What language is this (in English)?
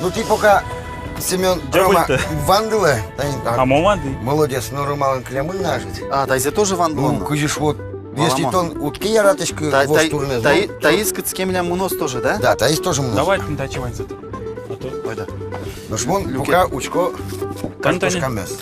Udmurt